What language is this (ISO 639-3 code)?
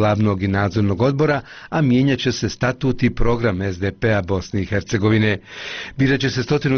bos